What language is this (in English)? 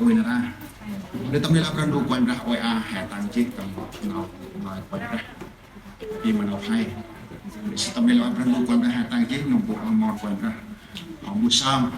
Central Mnong